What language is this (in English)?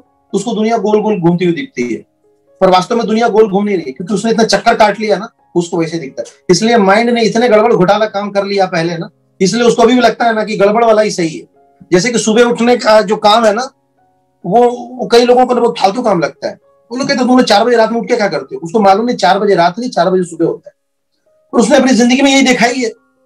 Hindi